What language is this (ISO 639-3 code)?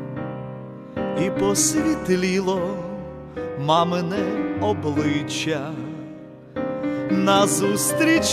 ukr